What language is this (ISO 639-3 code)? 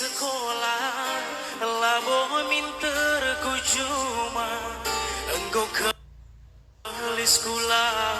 btx